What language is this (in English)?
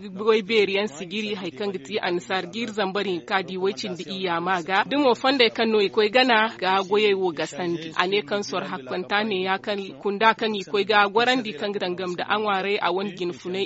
Zarma